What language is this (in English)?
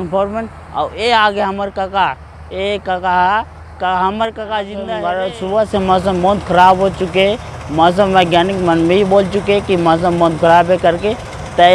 Chhattisgarhi